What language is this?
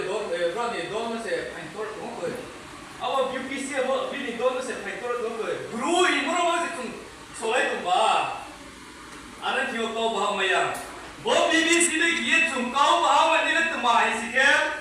Riang (India)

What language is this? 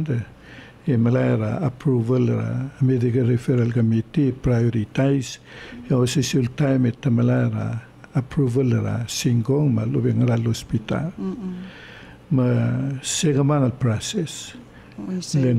Palauan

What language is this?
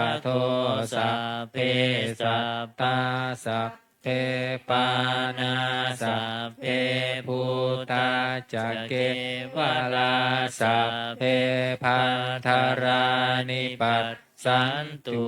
Pali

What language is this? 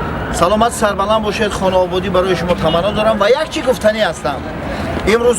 Tajik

